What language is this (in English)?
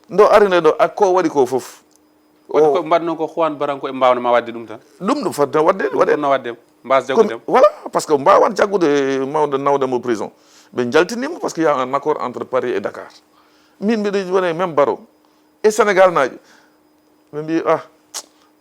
Fula